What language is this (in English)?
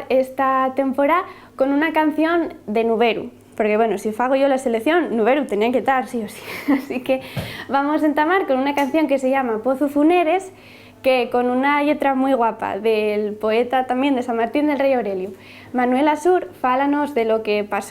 Asturian